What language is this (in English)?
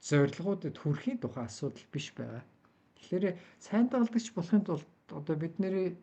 Mongolian